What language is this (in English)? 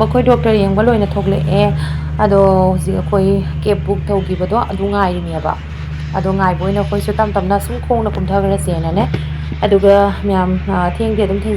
Manipuri